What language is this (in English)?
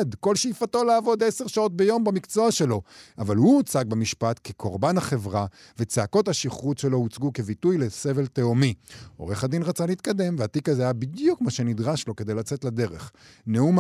Hebrew